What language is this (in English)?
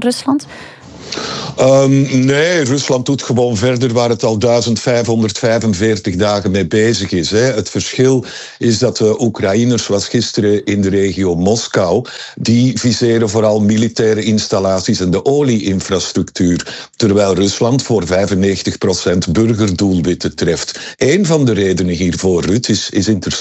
Dutch